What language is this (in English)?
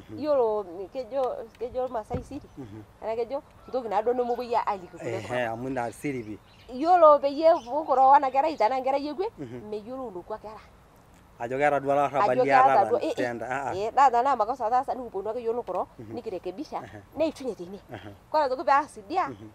Masai